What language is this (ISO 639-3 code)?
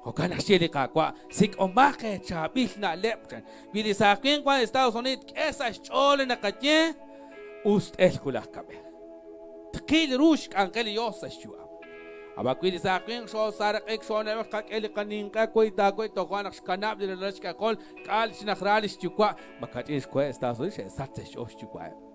kek